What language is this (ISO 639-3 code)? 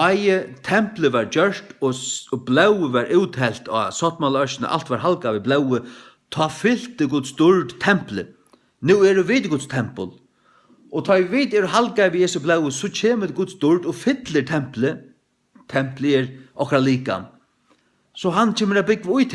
fao